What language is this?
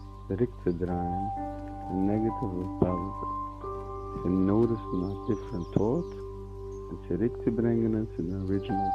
Yiddish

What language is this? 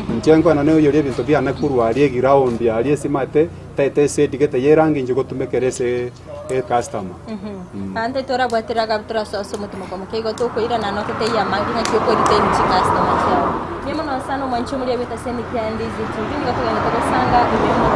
Gusii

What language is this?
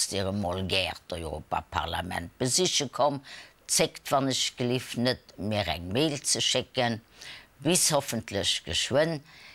Luxembourgish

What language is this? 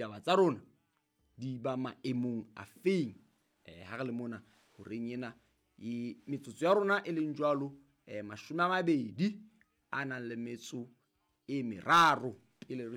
Southern Sotho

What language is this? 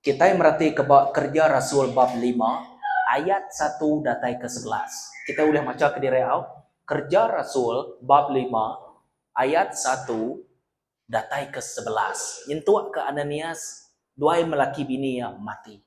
Iban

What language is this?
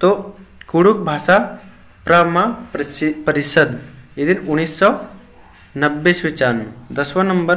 Kurukh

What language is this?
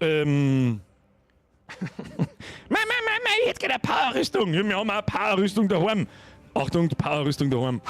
Bavarian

